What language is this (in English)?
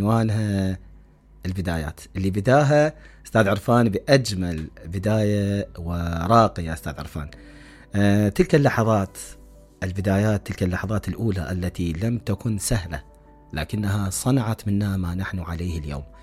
Mesopotamian Arabic